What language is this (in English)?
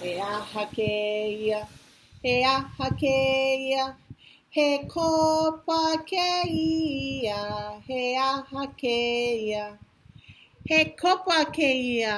Hawaiian